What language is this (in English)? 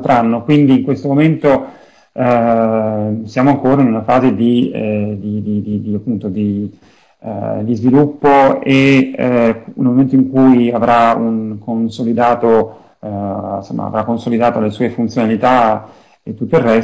Italian